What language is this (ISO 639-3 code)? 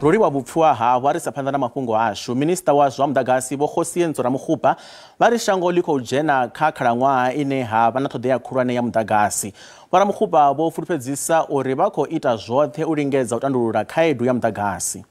ven